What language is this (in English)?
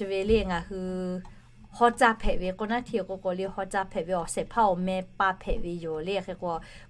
Lahu